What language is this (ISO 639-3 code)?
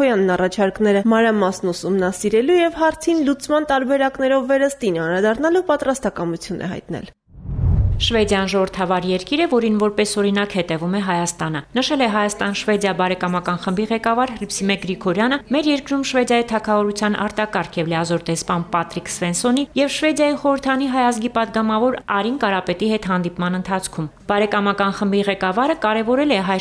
hye